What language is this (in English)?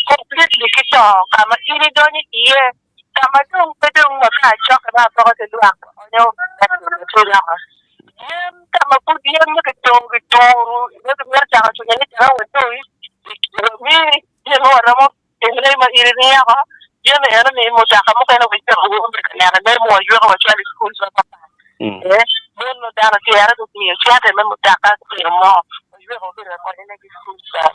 Acoli